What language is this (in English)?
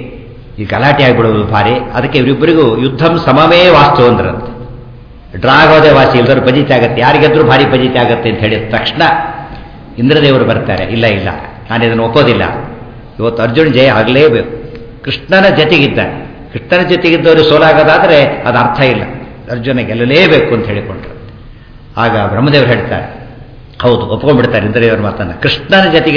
Kannada